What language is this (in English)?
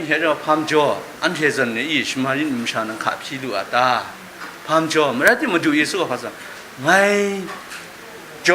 Kachin